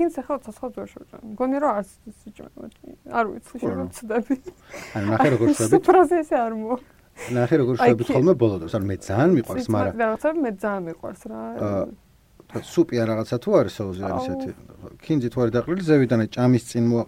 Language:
Georgian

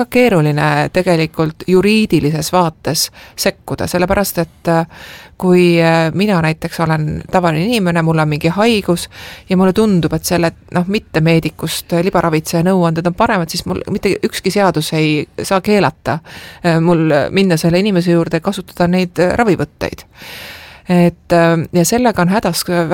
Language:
Estonian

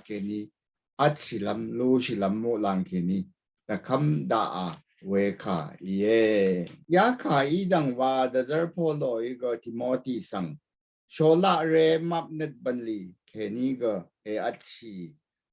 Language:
Rawang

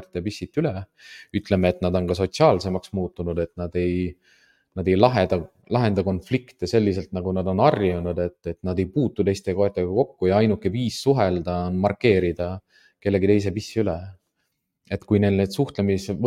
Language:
Estonian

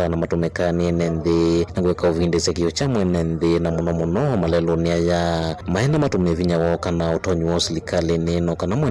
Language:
Kamba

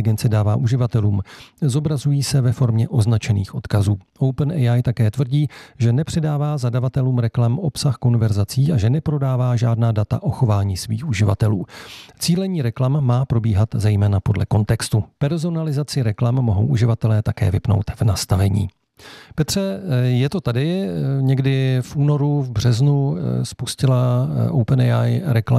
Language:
Czech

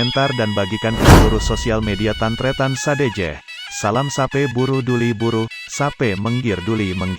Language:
Madurese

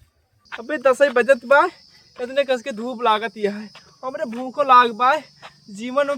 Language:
Awadhi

